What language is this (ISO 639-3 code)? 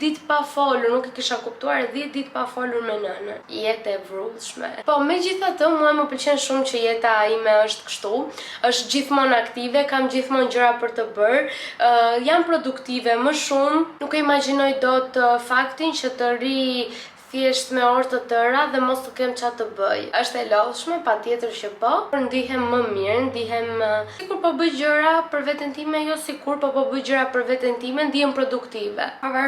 sqi